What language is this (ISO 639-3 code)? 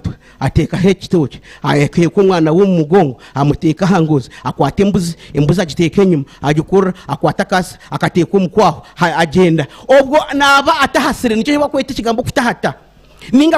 nyn